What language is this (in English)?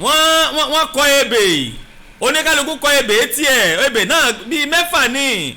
Yoruba